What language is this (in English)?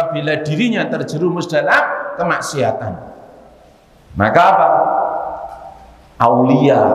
Indonesian